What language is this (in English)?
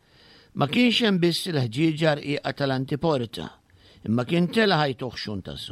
Maltese